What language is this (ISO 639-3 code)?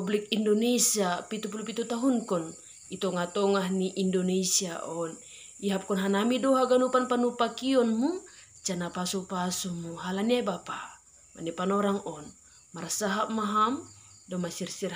bts